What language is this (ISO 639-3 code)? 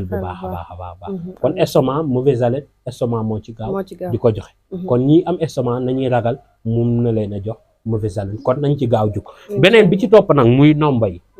wol